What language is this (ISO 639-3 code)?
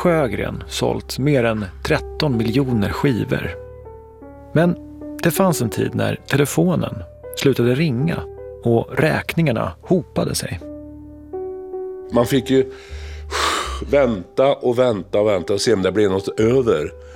swe